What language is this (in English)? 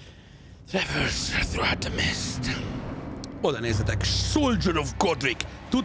Hungarian